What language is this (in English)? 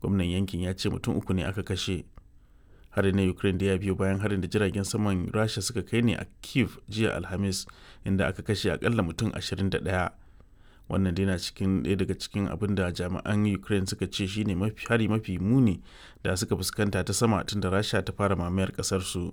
Hausa